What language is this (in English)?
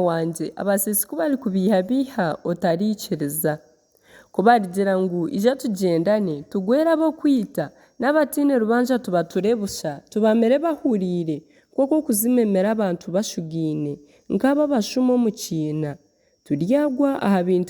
Nyankole